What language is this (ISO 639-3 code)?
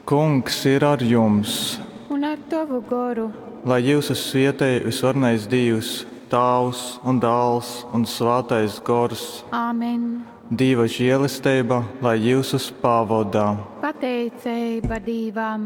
ltg